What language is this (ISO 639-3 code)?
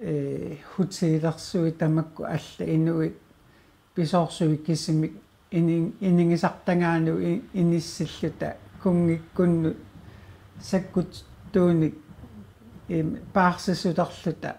kal